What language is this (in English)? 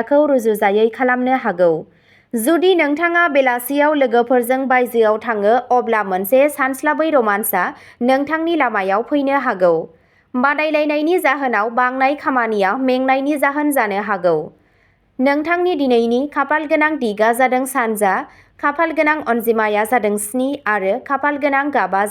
Bodo